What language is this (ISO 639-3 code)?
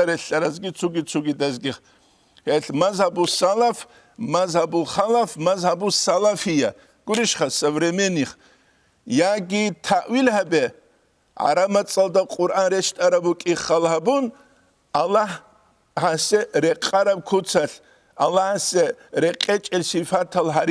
ava